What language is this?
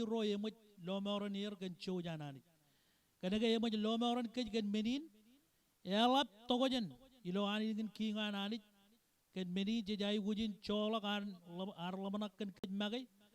Marshallese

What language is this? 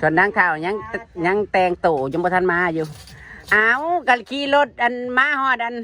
Northeastern Thai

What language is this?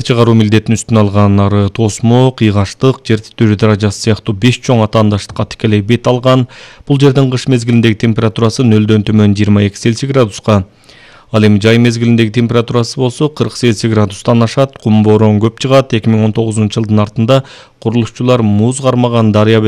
Kyrgyz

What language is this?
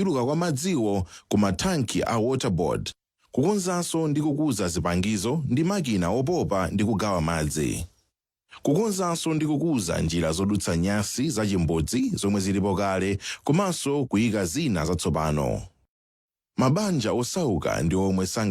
Nyanja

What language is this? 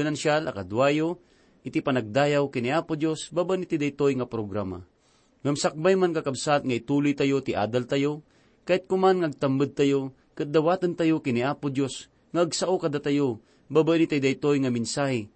Iloko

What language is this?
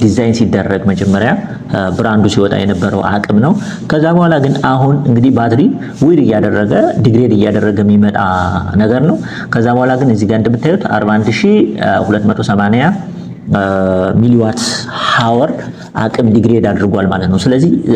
Amharic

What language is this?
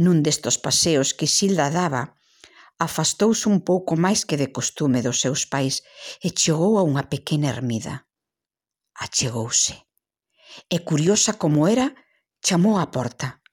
Galician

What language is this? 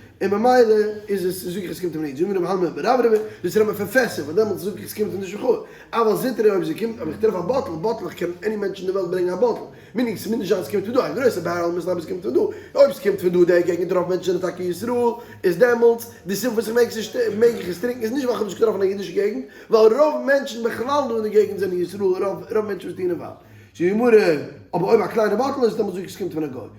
Yiddish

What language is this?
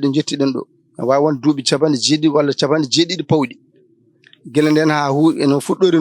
Fula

